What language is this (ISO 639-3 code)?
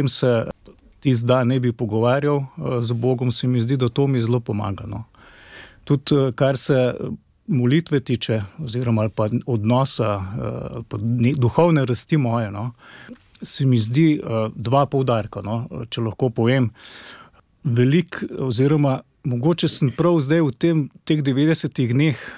slv